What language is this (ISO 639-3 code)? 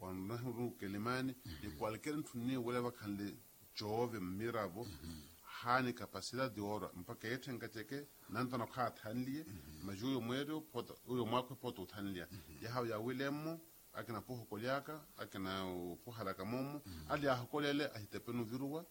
vmw